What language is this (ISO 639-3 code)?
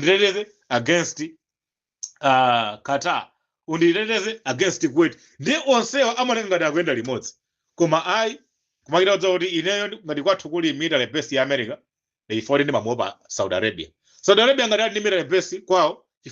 nya